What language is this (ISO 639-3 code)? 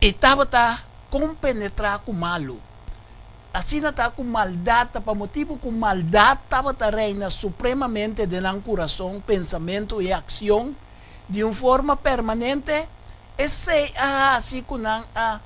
pap